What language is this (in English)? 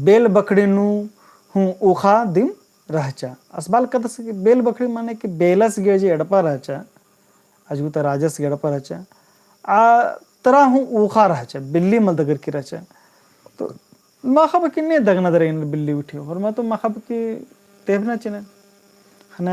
Kurukh